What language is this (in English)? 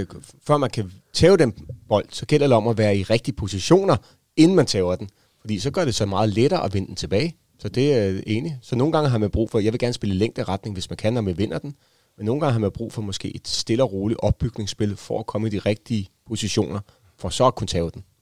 Danish